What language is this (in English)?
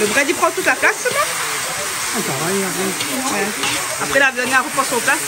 Réunion Creole French